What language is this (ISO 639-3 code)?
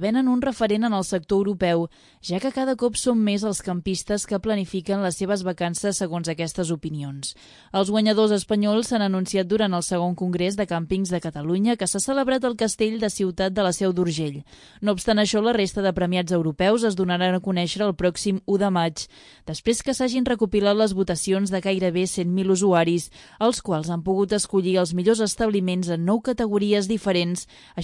cat